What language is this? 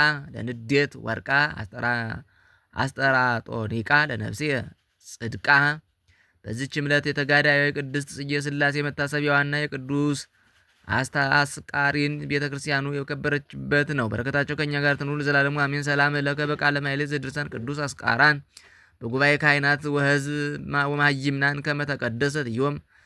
Amharic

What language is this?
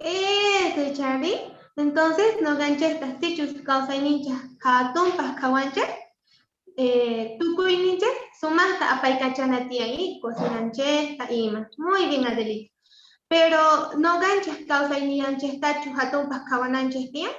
Quechua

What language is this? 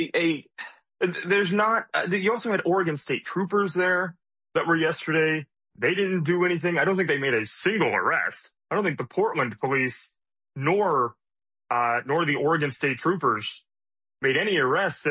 English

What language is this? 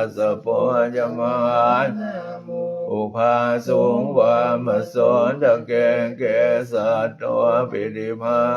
Pali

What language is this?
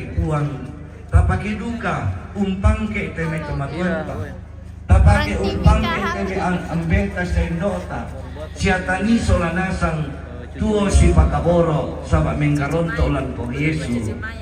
Toraja-Sa'dan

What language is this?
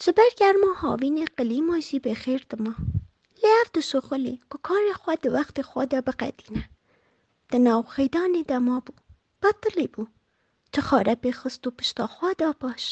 Kurdish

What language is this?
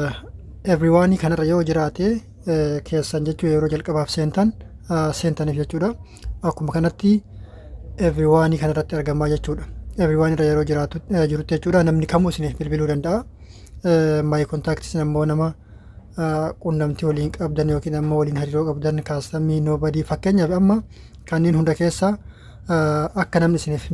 Oromo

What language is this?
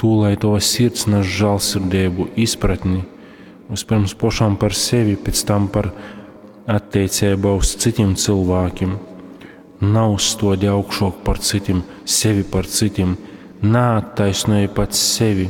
Latgalian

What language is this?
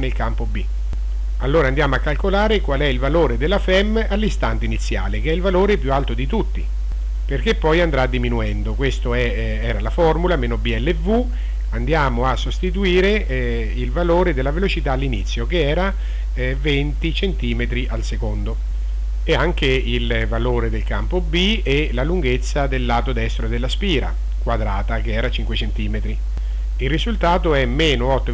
Italian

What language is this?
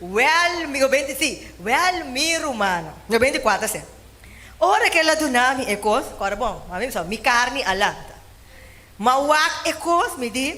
Papiamento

